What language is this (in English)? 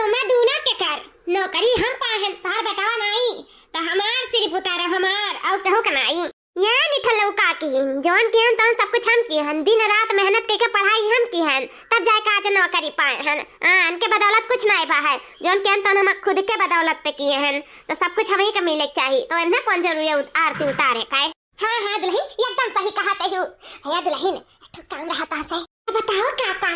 Awadhi